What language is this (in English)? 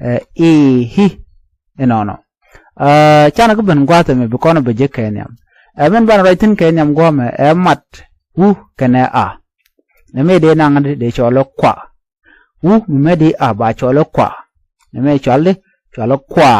Nuer